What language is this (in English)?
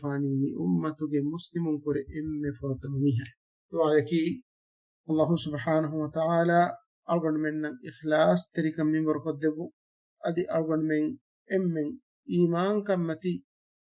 Divehi